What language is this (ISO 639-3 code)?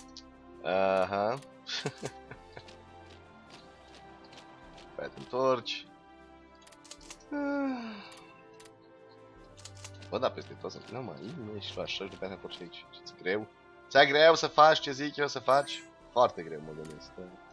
ron